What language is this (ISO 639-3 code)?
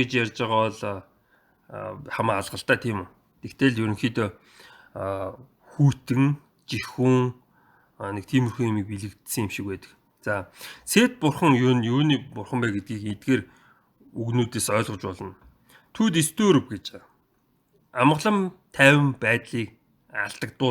mon